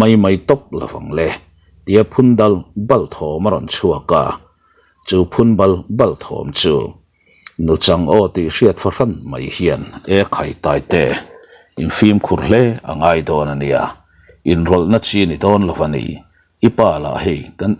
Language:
Mizo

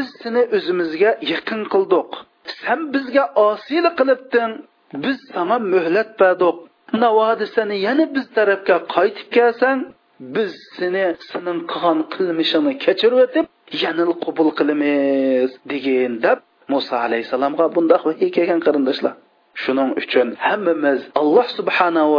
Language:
Uyghur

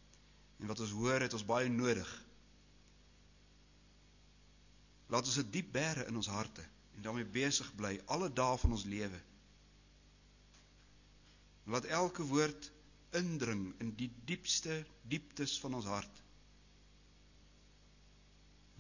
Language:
Afrikaans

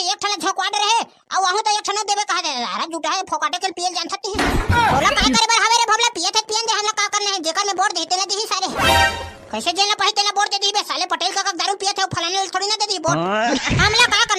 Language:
Chhattisgarhi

